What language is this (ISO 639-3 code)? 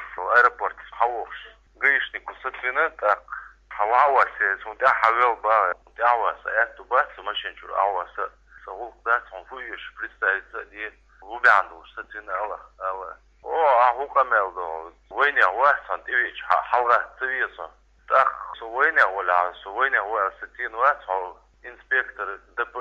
che